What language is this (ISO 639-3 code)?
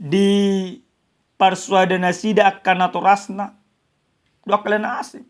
bbc